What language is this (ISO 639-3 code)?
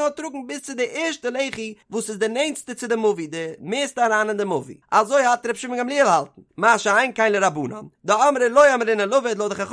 yid